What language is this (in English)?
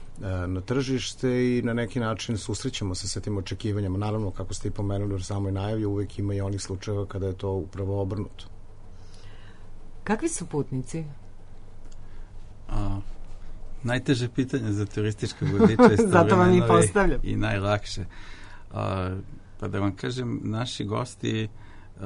Serbian